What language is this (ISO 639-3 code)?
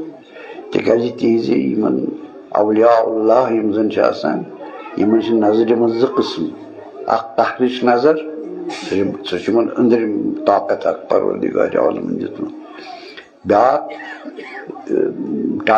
kas